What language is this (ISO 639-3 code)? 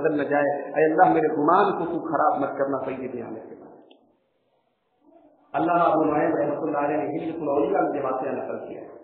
urd